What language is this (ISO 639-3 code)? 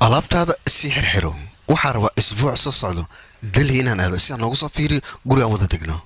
som